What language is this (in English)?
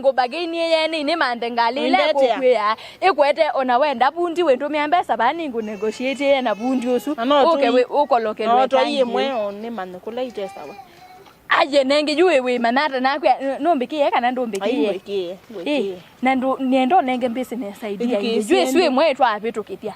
Kamba